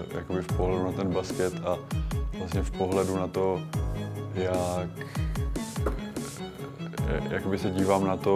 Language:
Czech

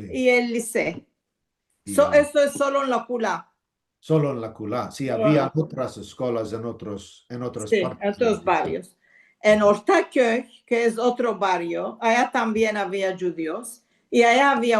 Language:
Ladino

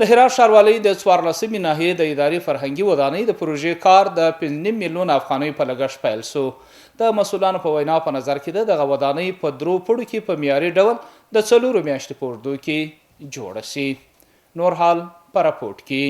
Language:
Pashto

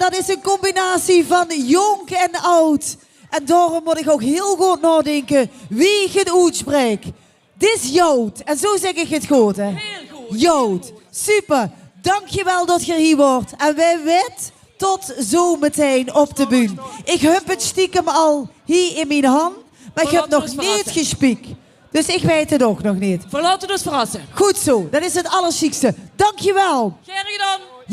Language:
Limburgish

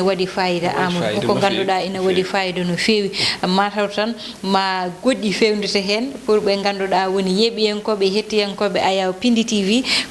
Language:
Fula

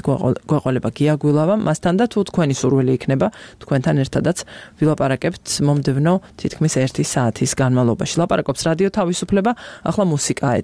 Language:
Georgian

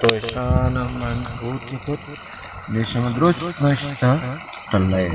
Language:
Baluchi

